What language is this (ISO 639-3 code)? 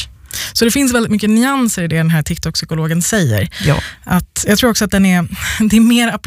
swe